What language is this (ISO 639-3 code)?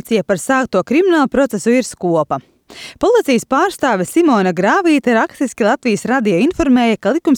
lav